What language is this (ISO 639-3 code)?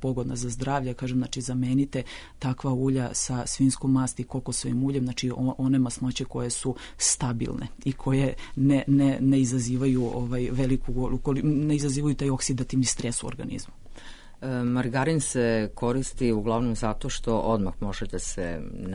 srp